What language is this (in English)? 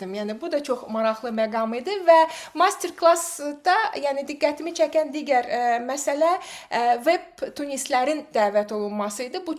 Azerbaijani